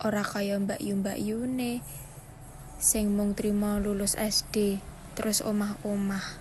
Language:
Javanese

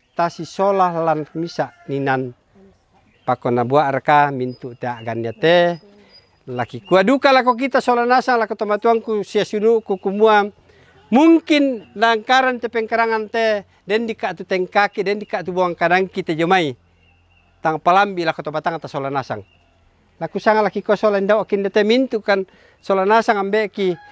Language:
Toraja-Sa'dan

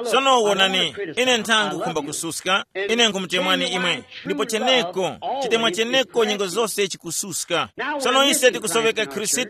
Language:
Tumbuka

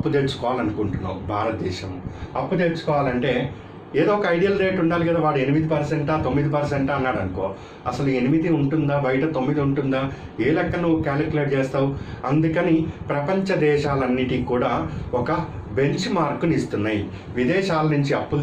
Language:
Telugu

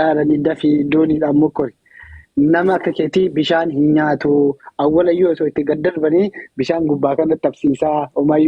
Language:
Oromo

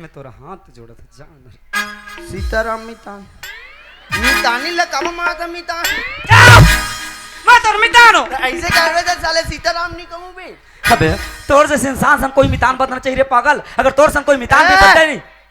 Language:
Chhattisgarhi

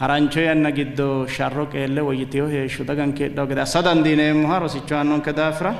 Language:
Sidamo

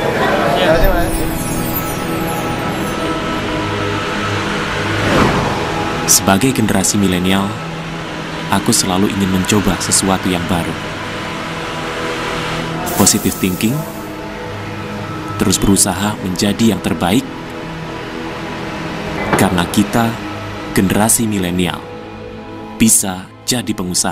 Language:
Indonesian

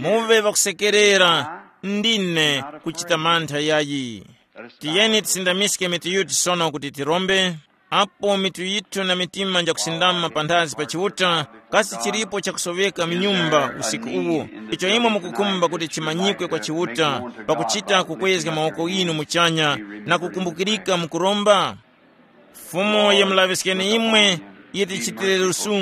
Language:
Tumbuka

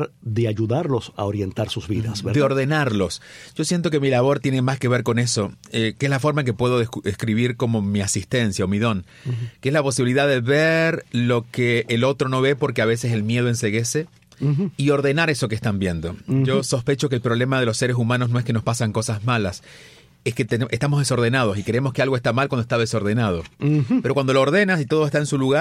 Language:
Spanish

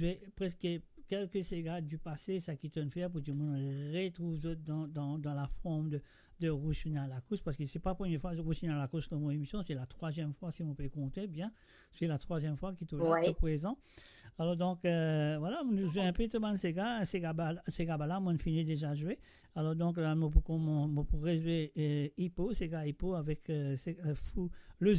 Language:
Morisyen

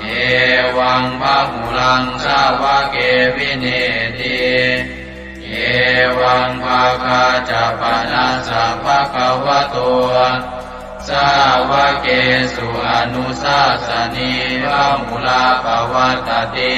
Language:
Pali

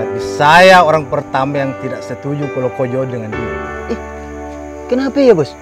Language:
Makassar Malay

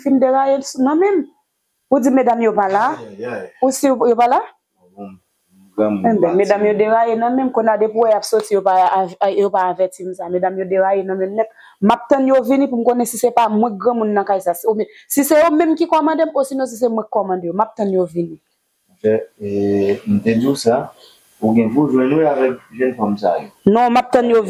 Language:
Haitian Creole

